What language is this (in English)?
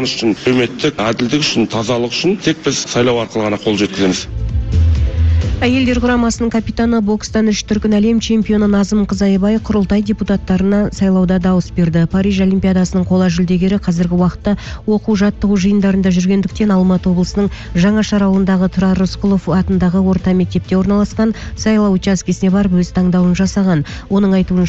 Kazakh